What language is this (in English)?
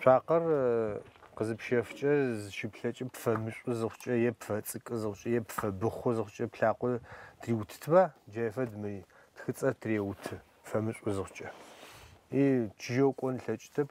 Adyghe